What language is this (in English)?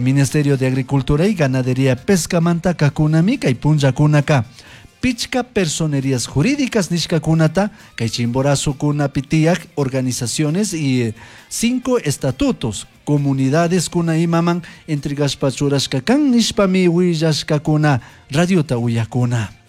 Chimborazo Highland Quichua